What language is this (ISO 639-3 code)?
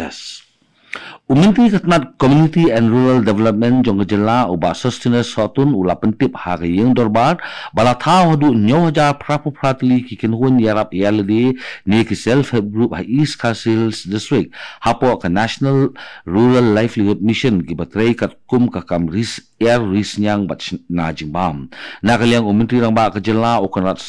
kha